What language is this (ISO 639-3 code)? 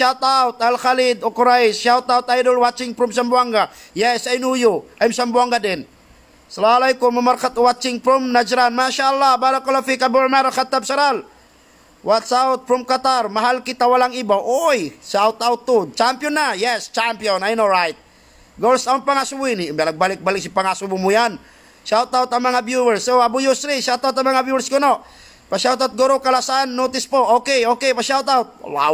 tsg